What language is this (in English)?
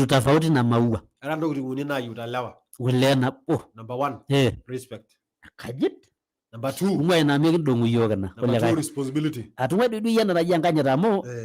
Masai